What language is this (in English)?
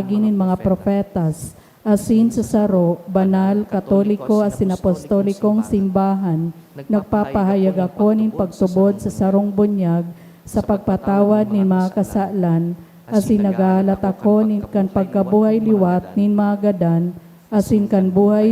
Bikol